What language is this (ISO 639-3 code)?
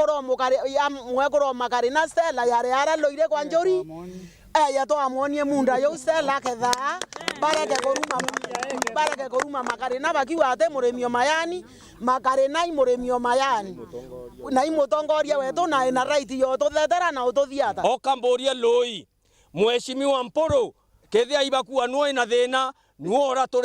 mer